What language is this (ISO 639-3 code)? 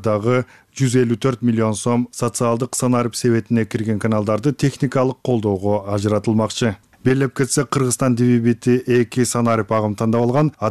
kir